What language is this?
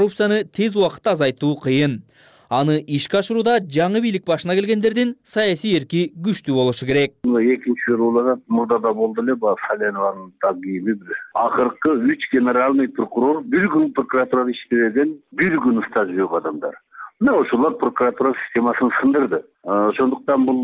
Kyrgyz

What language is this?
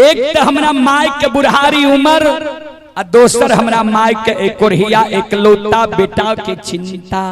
Maithili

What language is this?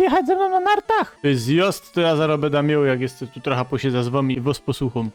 Silesian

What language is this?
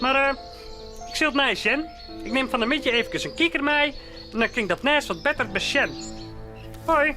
Western Frisian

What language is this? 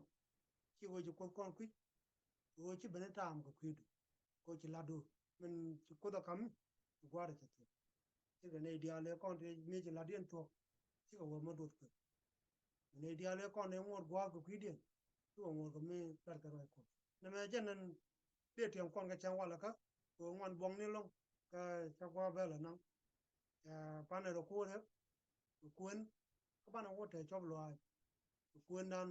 Nuer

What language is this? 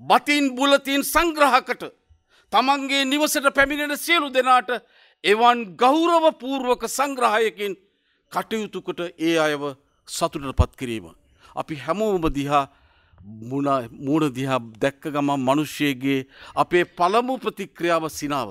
Sinhala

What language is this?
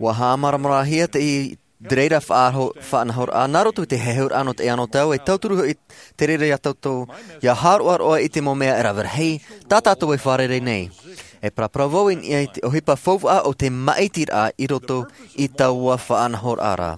Tahitian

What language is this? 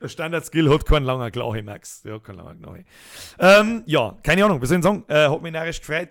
Bavarian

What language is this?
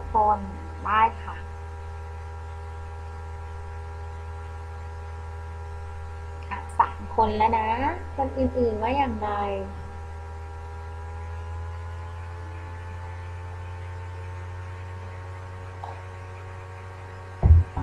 Thai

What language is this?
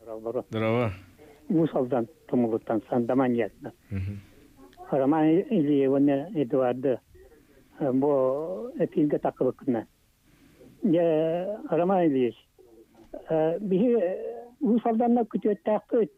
Yakut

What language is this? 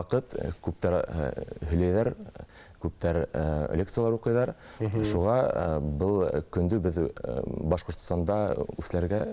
Bashkir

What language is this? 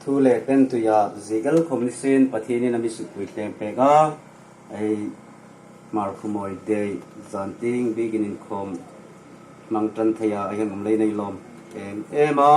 Hmar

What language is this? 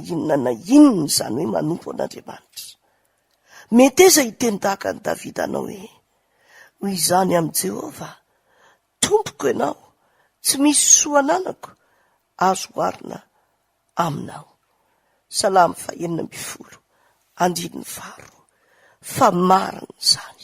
Malagasy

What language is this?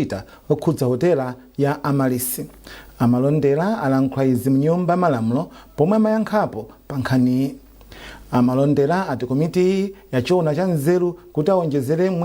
Nyanja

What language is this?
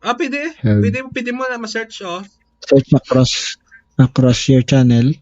Hiligaynon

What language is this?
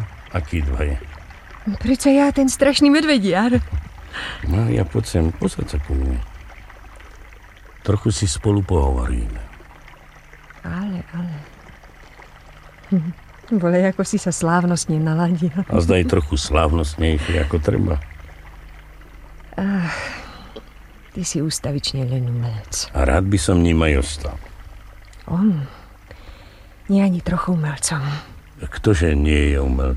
Slovak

